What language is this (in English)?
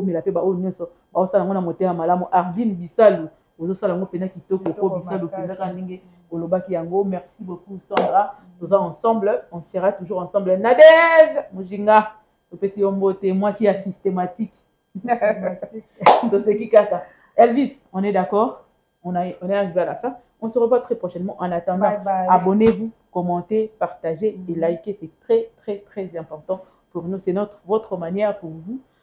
Lingala